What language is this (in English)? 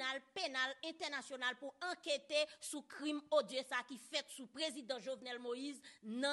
Haitian Creole